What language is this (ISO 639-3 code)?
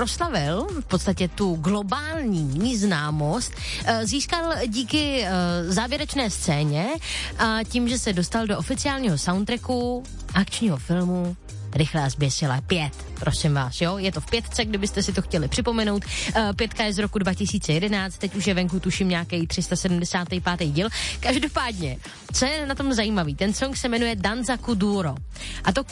ces